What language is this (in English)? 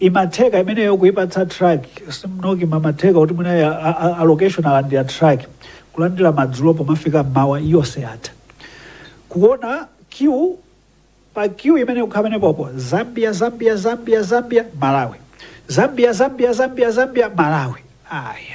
Nyanja